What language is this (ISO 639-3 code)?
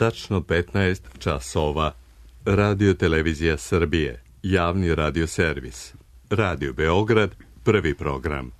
srp